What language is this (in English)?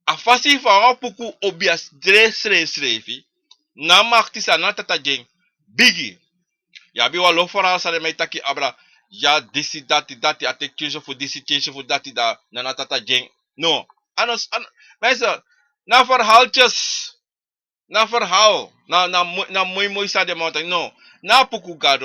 Sranan Tongo